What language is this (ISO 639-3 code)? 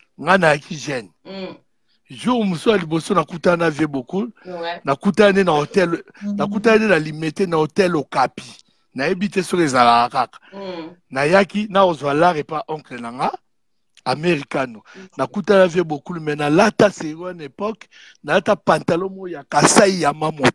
lin